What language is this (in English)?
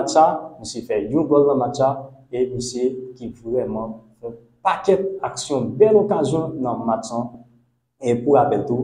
Haitian Creole